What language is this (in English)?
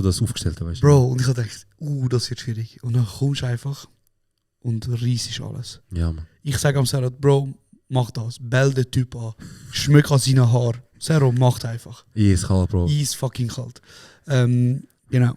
Swiss German